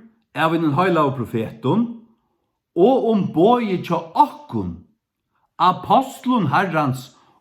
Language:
Faroese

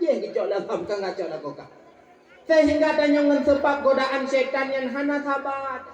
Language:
Achinese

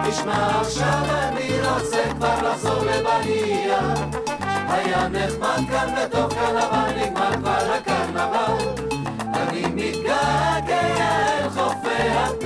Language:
Hebrew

